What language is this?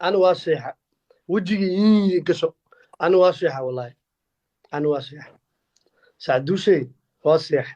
Somali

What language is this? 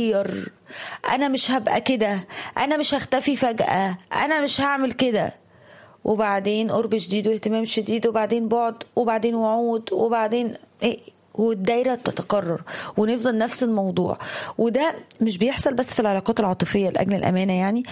Egyptian Arabic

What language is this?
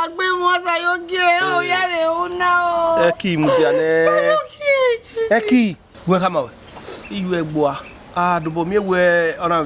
Bini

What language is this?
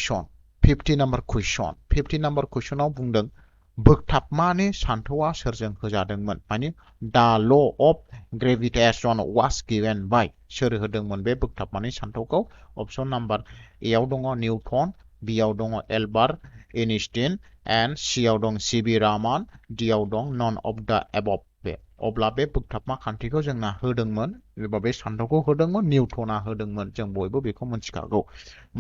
Bodo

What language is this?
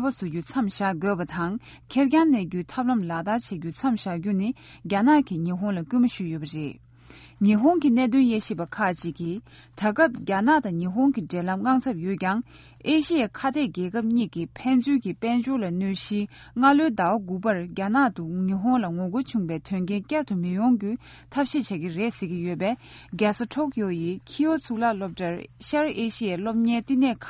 Tibetan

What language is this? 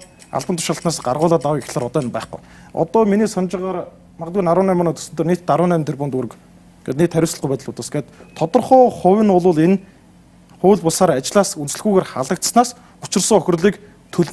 Mongolian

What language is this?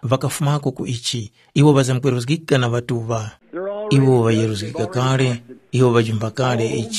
Tumbuka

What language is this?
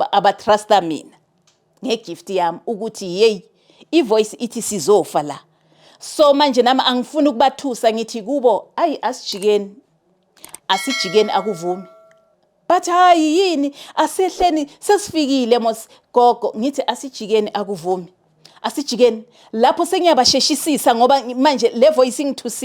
Zulu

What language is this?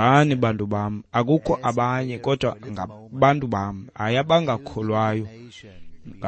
Xhosa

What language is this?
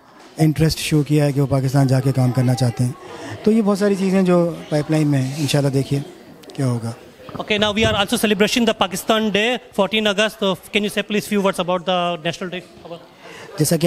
Urdu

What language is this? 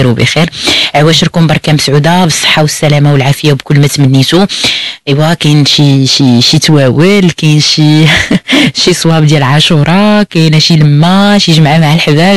Moroccan Arabic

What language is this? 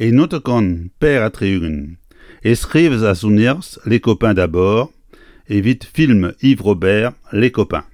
Breton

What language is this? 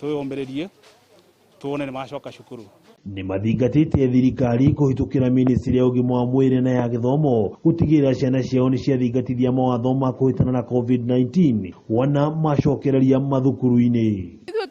Kikuyu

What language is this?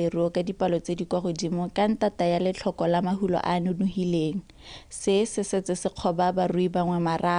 Tswana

